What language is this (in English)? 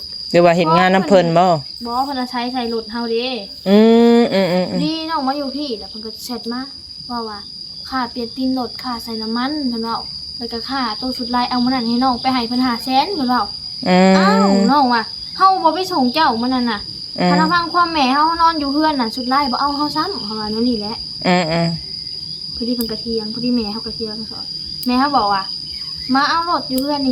Northeastern Thai